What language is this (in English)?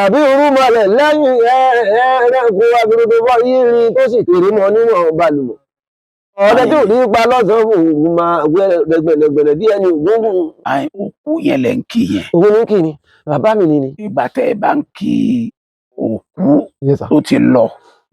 Yoruba